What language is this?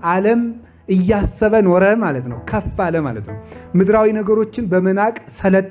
Amharic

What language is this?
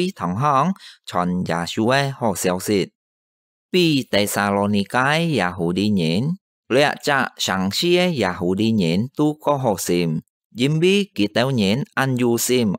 Hakka Chinese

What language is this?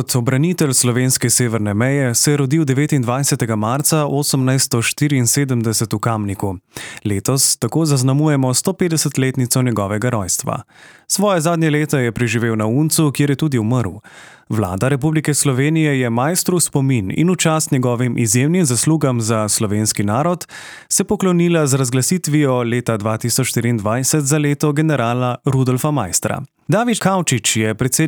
Slovenian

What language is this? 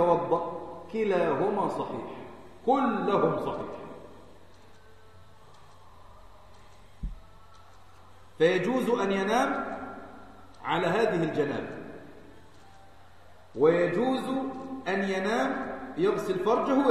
Arabic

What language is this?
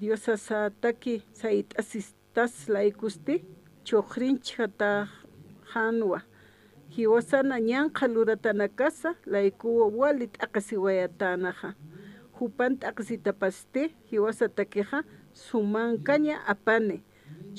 Aymara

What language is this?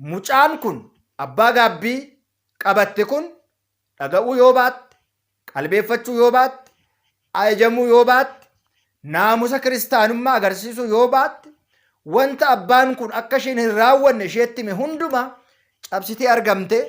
Oromo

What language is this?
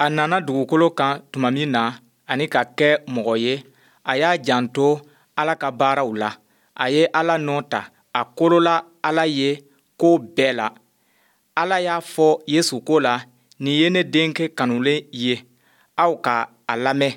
Bambara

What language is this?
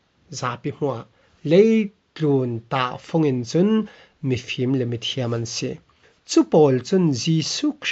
Falam Chin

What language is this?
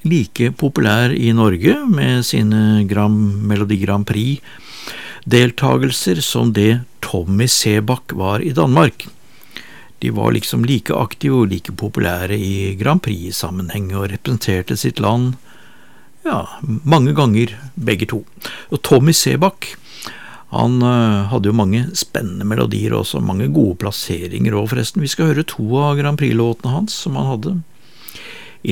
Norwegian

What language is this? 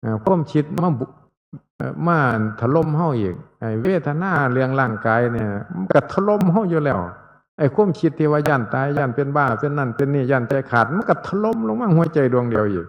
Northeastern Thai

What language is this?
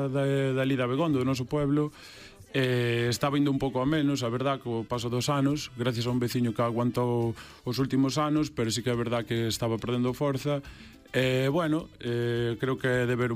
Galician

